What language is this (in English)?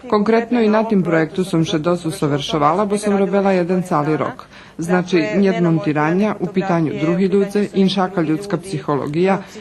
Rusyn